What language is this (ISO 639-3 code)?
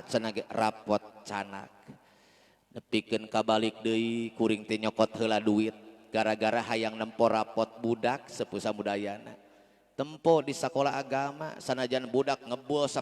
sun